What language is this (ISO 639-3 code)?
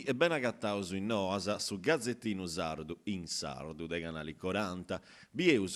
srd